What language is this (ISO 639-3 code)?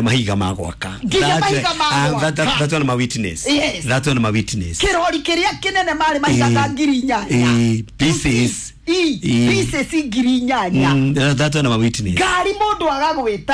kik